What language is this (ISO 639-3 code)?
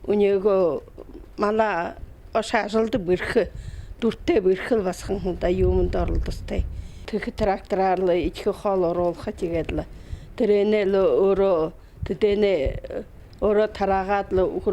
bua